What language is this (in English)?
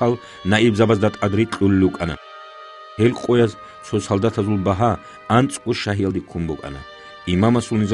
Avaric